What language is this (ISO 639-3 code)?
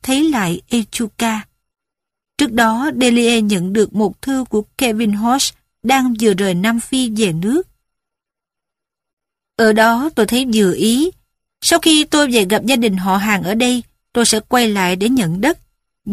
vie